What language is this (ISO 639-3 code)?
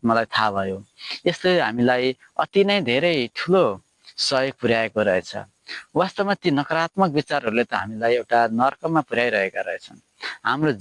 nep